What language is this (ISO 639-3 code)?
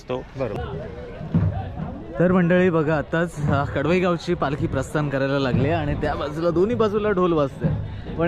mar